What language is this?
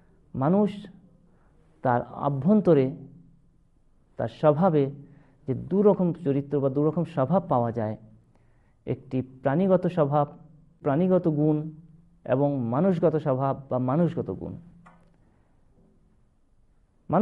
Bangla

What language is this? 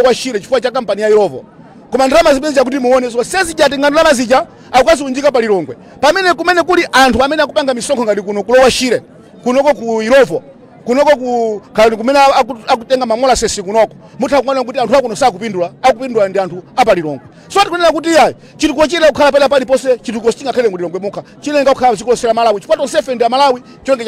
Nyanja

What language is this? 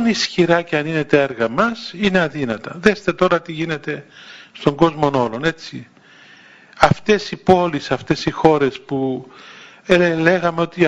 Greek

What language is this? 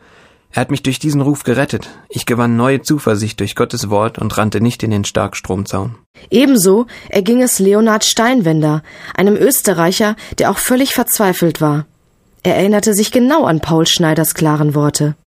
German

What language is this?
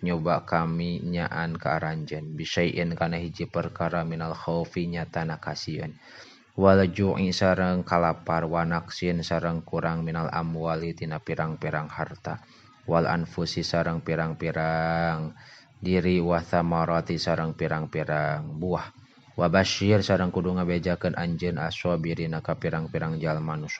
Sundanese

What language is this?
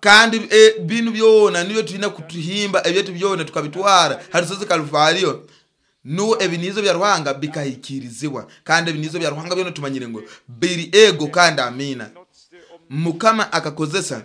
Nyoro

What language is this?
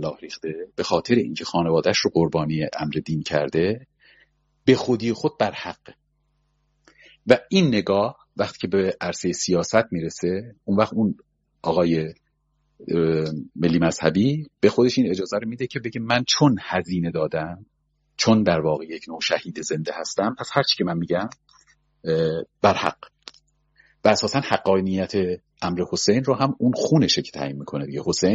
Persian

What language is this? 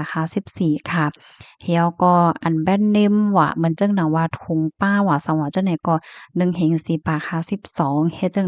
Shan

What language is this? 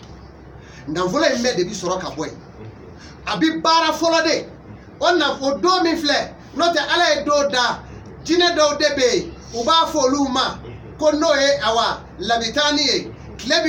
Bambara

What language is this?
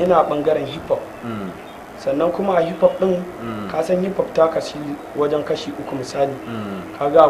Hausa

